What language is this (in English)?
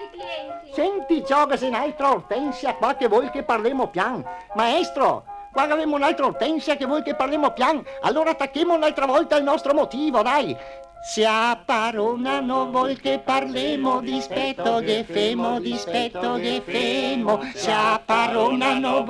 Venetian